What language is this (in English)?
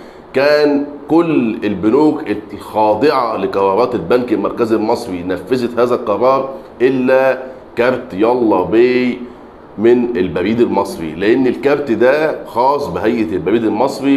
Egyptian Arabic